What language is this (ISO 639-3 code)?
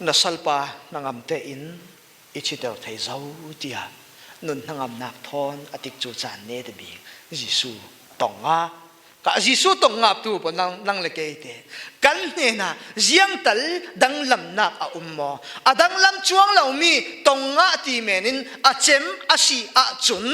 cfm